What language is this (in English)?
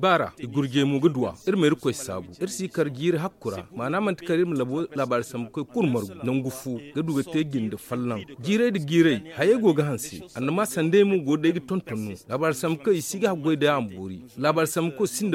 Zarma